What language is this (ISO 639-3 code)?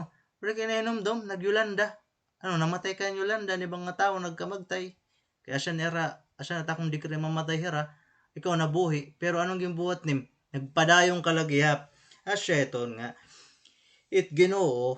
war